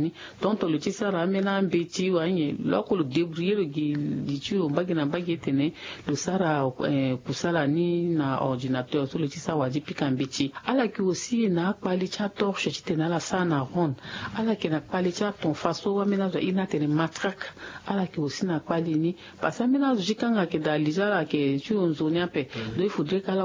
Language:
Sango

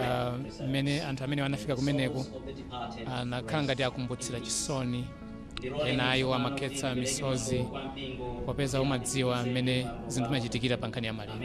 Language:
Nyanja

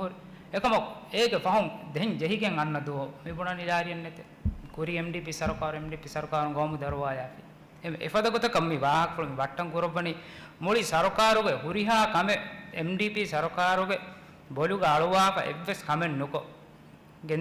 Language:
Divehi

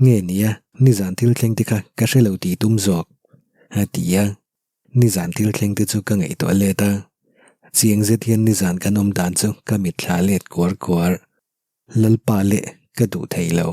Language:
Mizo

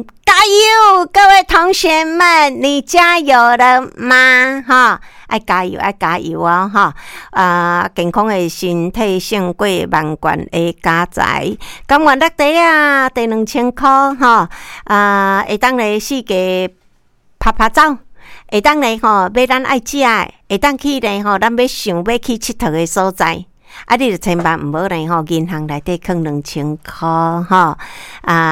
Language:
Min Nan Chinese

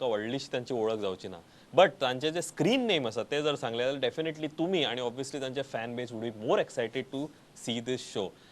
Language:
Konkani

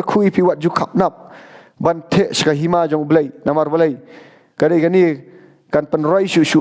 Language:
Khasi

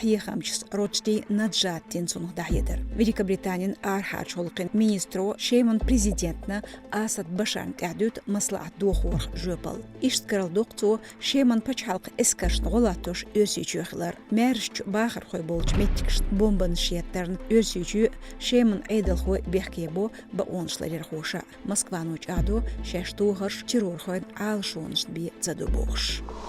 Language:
Chechen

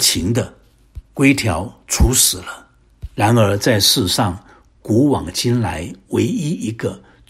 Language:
Chinese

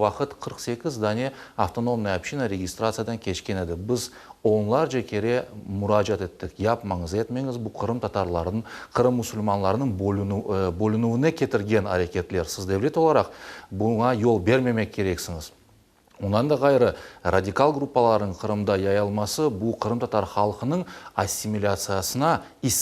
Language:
Crimean Tatar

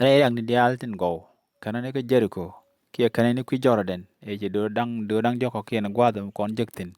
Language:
Nuer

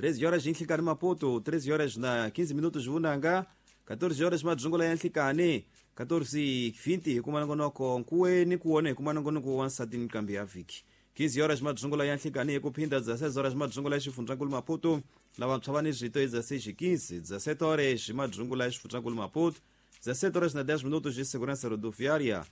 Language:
Tsonga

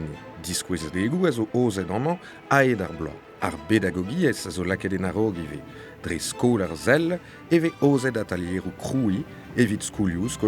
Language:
Breton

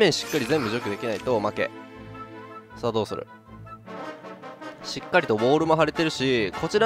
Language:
Japanese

